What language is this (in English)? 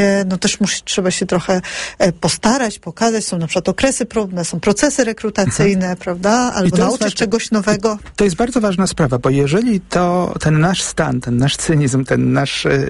Polish